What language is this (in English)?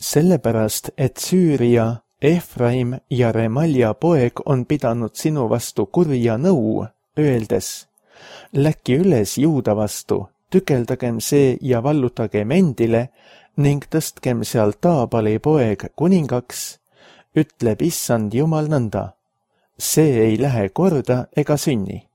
Estonian